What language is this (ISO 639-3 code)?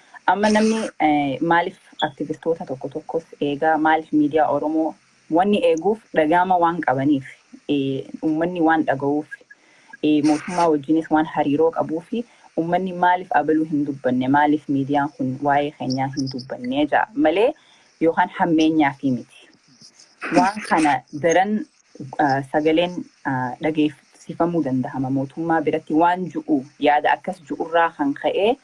orm